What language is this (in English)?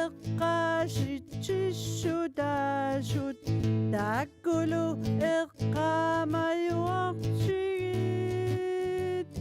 Kalaallisut